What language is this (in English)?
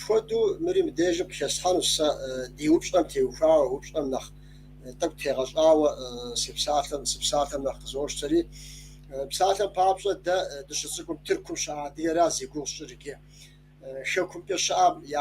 Kabardian